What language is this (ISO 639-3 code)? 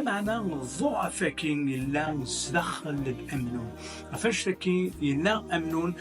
kab